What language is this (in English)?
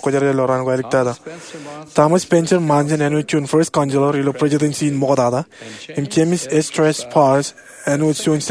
Marshallese